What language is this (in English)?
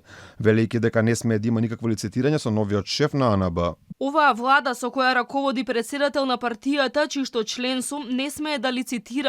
Macedonian